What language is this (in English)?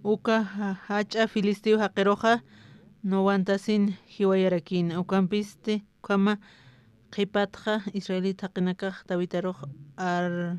Aymara